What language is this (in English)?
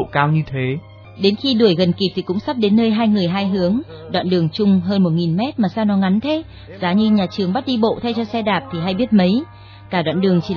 Vietnamese